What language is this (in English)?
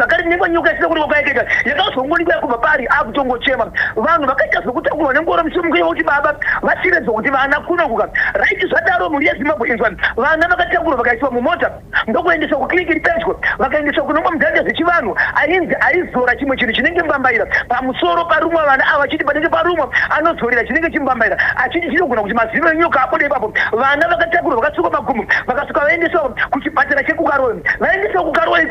Shona